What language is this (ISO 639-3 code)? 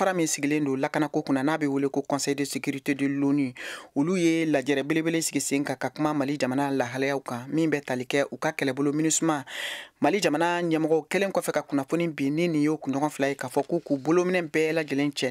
bam